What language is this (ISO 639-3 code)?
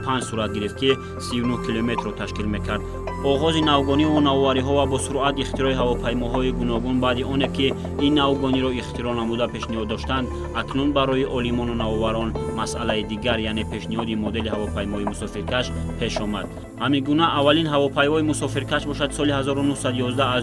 tgk